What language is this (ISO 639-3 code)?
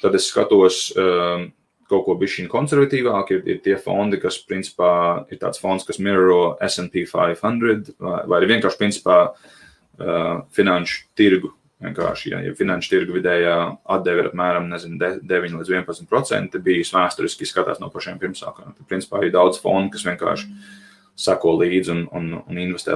lav